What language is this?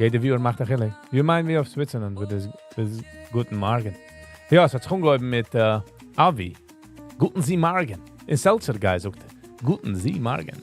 Yiddish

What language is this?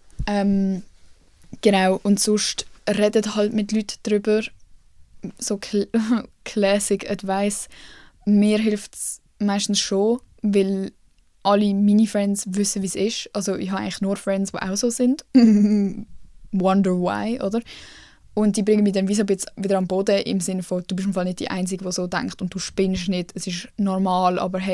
Swiss German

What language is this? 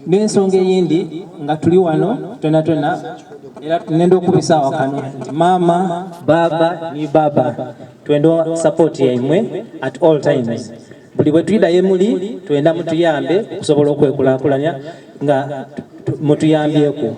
Soga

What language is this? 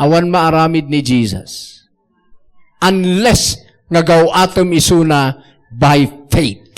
Iloko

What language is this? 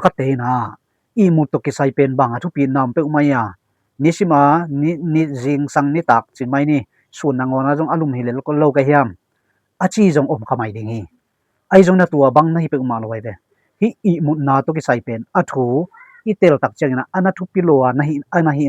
Tedim Chin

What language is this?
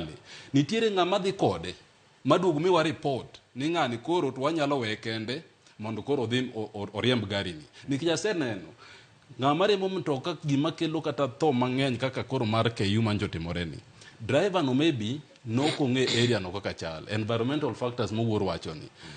Luo (Kenya and Tanzania)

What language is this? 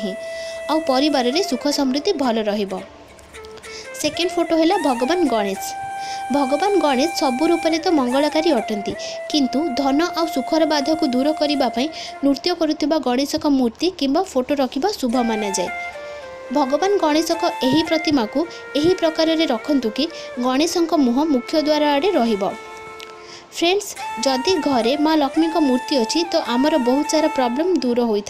Odia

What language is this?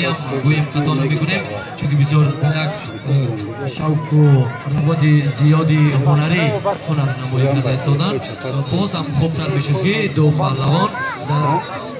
Tajik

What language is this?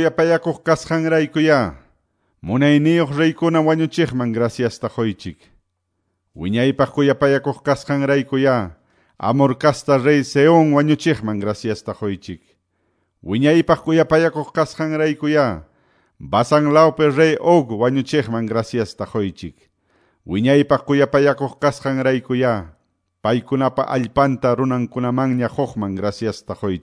Quechua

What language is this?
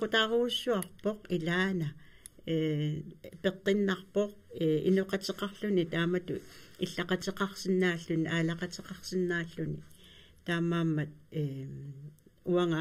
Kalaallisut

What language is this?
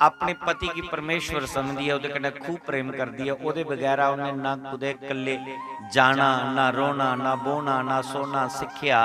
Dogri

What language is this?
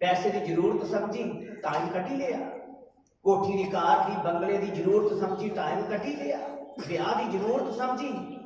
Dogri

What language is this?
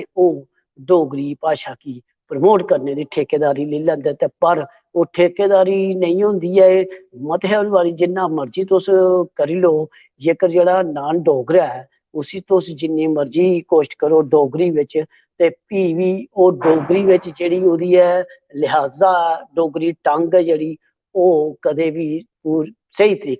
Dogri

